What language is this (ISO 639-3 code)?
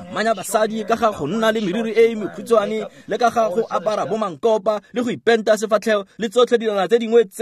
tsn